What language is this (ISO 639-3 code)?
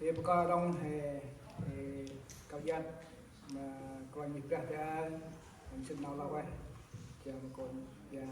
cmo